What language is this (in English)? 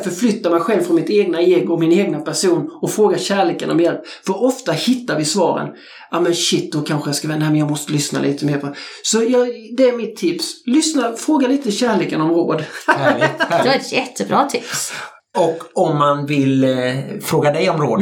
Swedish